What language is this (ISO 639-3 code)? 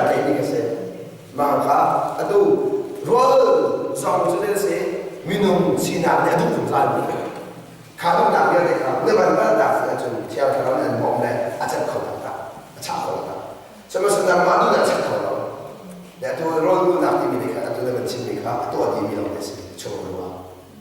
cnh